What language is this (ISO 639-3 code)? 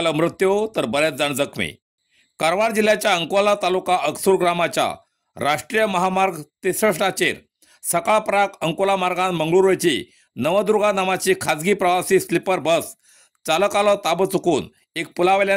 kok